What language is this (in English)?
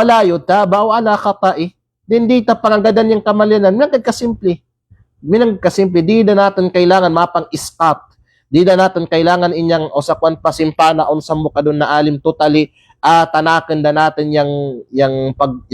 Kalagan